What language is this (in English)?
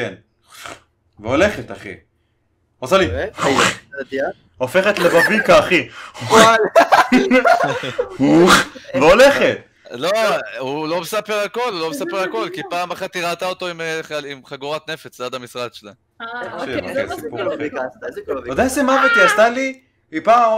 Hebrew